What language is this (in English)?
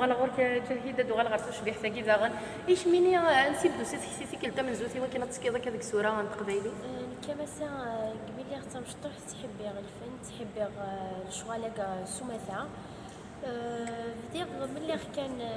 Kabyle